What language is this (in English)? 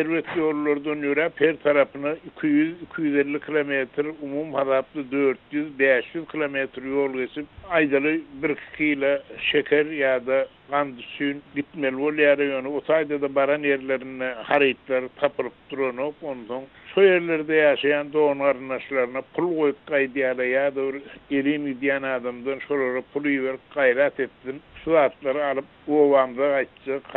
Turkmen